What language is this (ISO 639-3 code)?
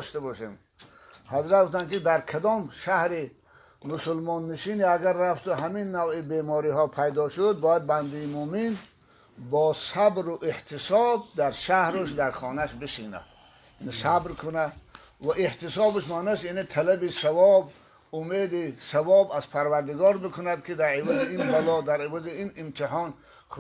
tgk